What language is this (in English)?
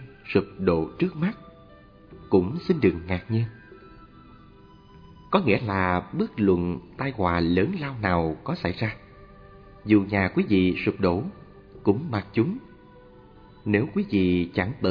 Vietnamese